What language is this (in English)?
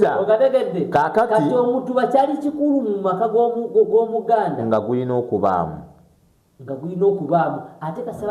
Ganda